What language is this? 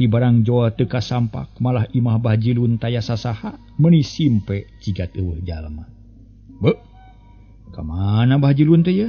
Sundanese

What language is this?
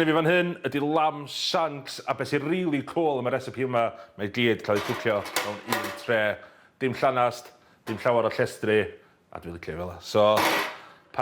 Welsh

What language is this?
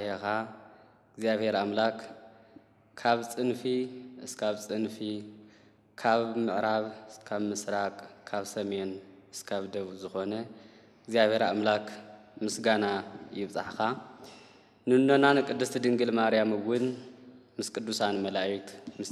Tigrinya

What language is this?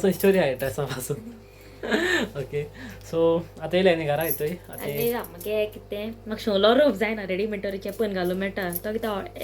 Konkani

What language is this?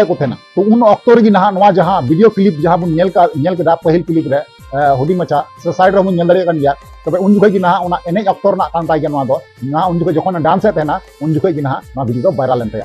Santali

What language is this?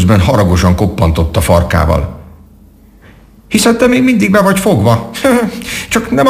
Hungarian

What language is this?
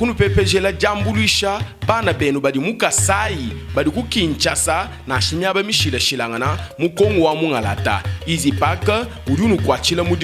Luba-Lulua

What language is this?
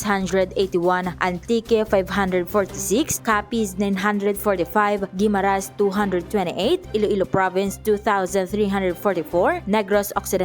Hiligaynon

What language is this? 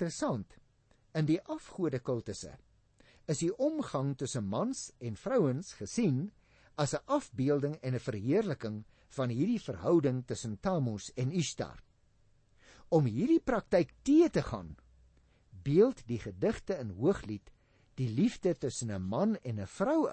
Afrikaans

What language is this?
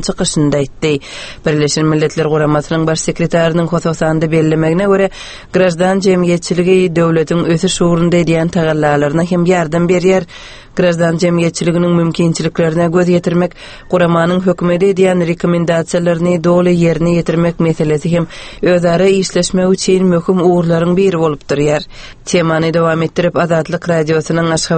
Turkmen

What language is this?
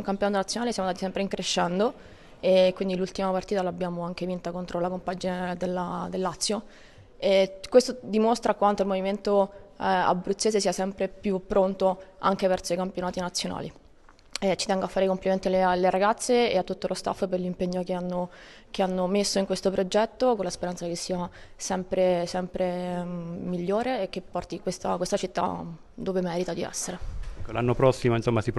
Italian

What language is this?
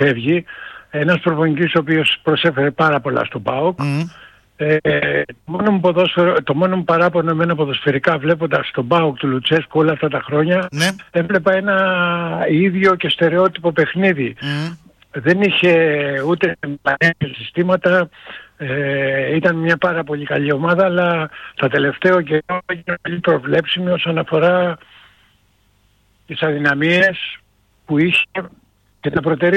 Greek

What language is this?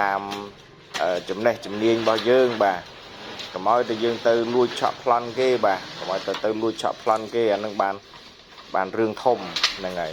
Khmer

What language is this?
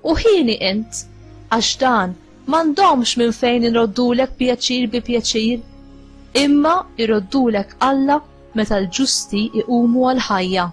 Maltese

